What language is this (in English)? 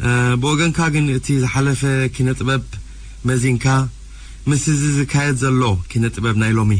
Tigrinya